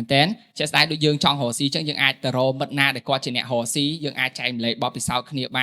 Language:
Khmer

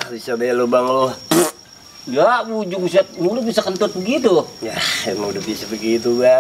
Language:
Betawi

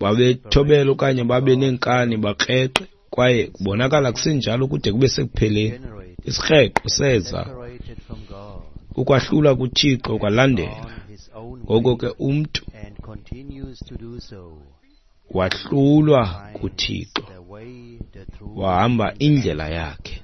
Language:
Xhosa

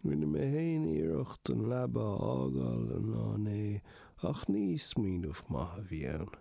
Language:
Irish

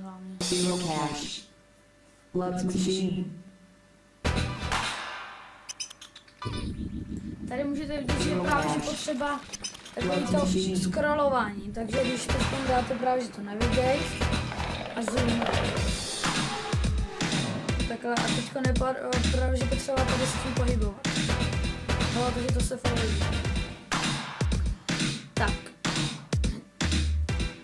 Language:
Czech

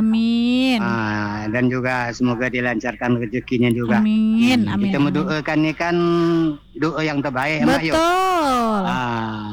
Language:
Malay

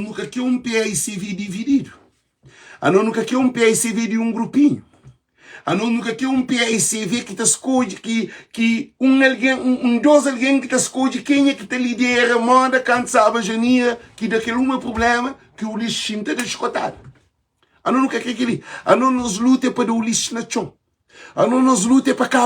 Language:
Kabuverdianu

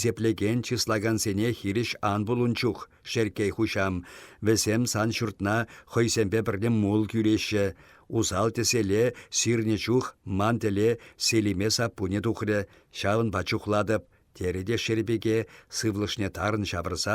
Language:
Chuvash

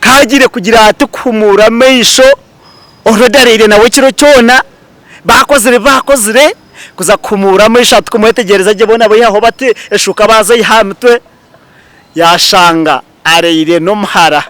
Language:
Nyankole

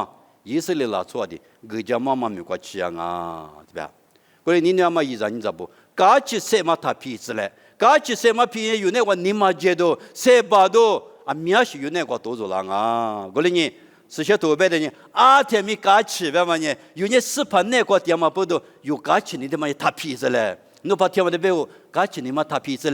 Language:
Lisu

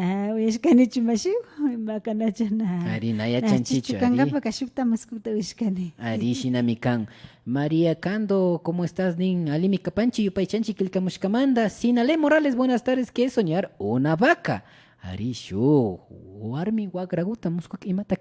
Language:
Imbabura Highland Quichua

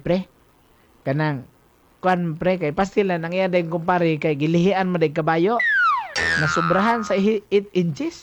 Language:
Cebuano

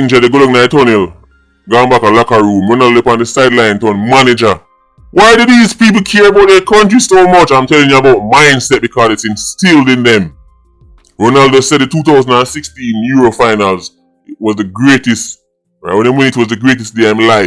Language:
Jamaican Creole English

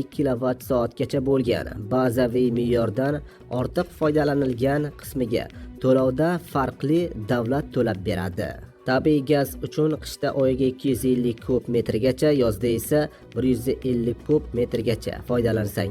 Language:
Uzbek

